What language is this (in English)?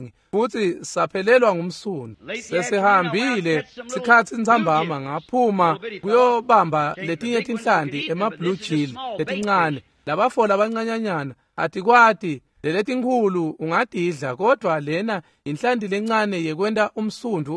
Swati